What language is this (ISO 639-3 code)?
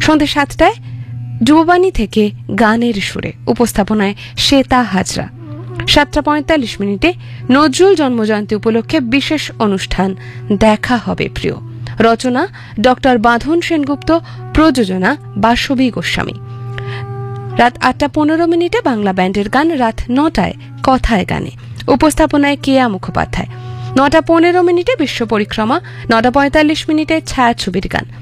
ben